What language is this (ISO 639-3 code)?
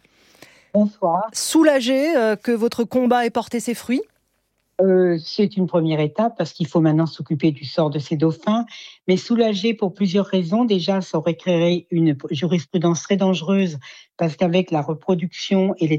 fra